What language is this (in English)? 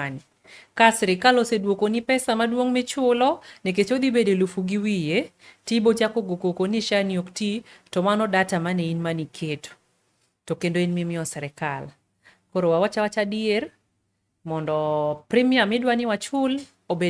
Luo (Kenya and Tanzania)